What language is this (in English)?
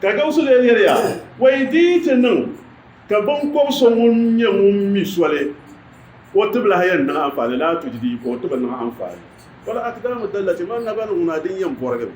Dagbani